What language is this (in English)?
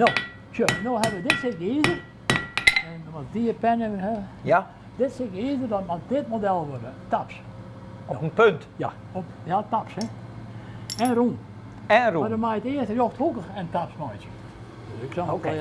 Western Frisian